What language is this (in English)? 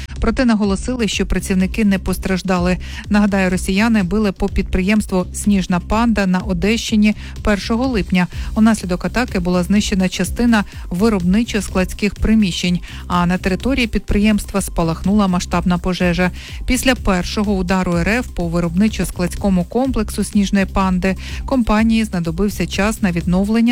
Ukrainian